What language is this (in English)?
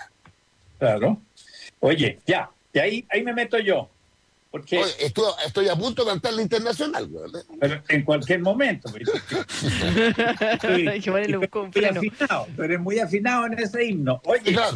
Spanish